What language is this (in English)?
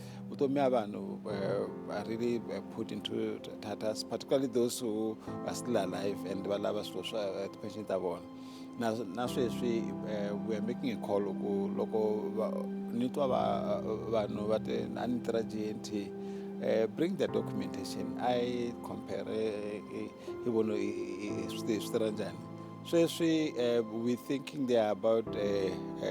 Tsonga